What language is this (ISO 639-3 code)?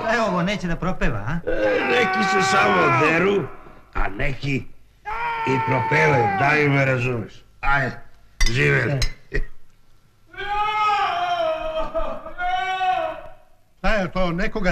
srp